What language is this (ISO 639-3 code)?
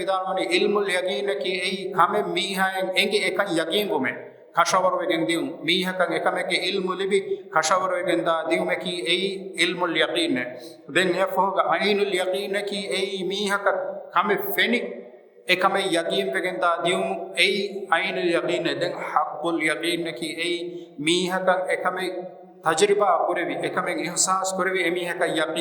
div